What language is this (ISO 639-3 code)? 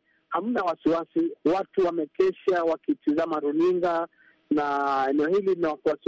swa